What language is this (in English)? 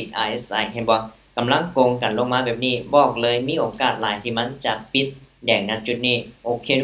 Lao